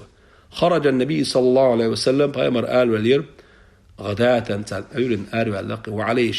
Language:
Chechen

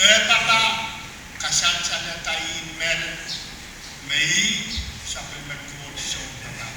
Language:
Pohnpeian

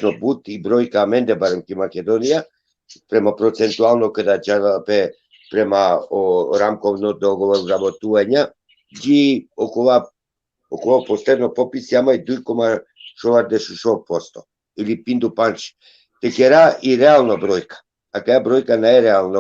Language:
Balkan Romani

